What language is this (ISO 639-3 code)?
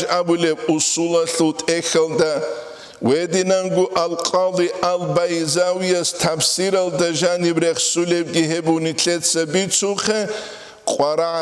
ava